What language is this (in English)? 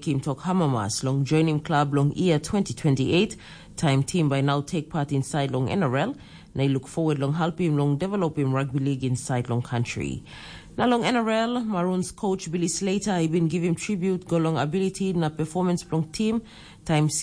Tok Pisin